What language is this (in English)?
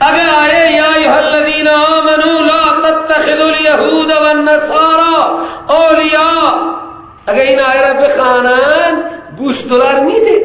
Persian